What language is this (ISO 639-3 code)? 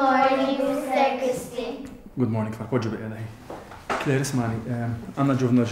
mlt